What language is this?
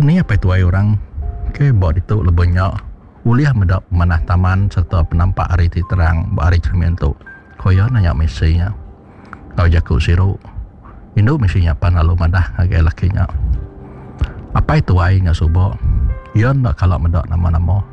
Iban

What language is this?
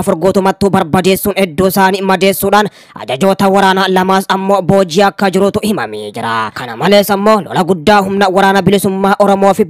Oromo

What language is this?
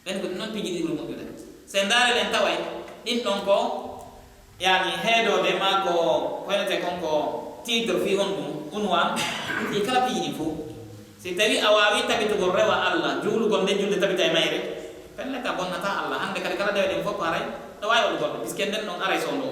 Pular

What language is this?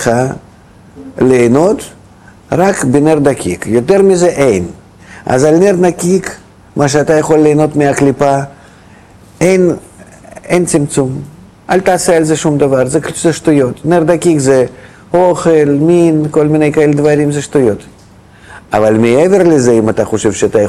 Hebrew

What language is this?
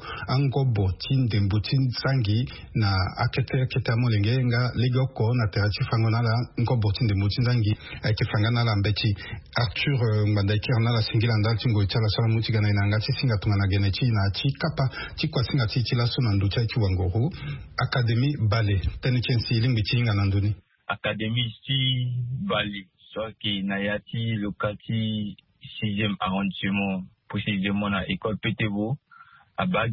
Sango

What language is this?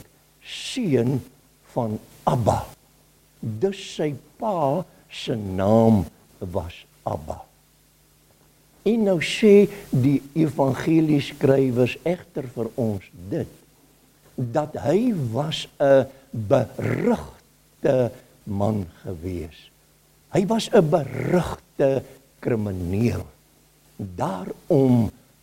Afrikaans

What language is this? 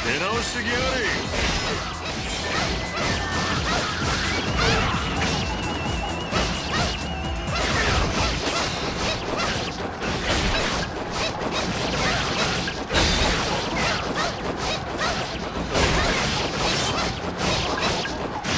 Japanese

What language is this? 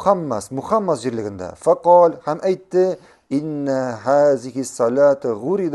Tatar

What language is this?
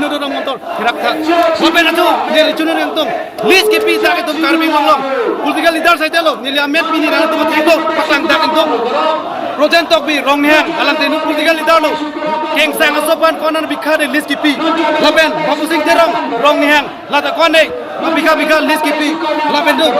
Karbi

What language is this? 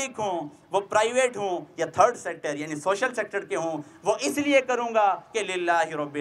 Urdu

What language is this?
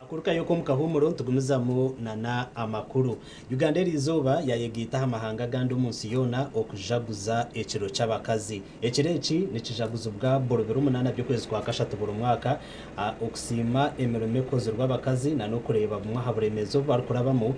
Nyankole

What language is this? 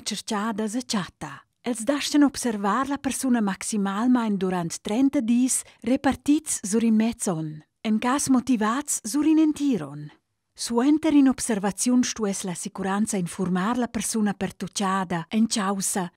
Romansh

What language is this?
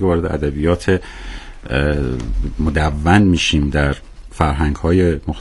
Persian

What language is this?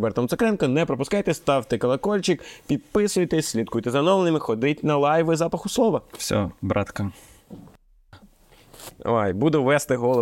Ukrainian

